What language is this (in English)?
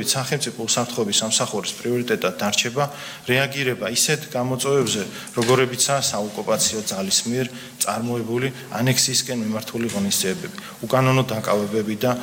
Georgian